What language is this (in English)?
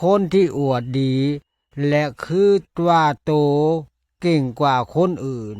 Lao